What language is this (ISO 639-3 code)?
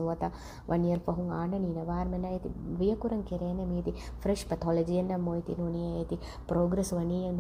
div